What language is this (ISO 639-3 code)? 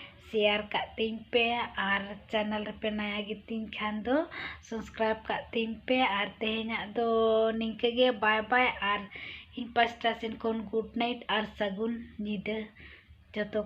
sat